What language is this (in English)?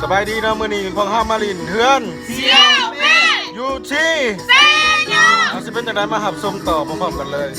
Lao